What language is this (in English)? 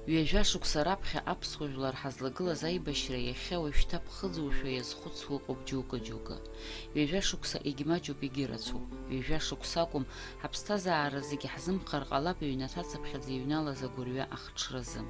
Abkhazian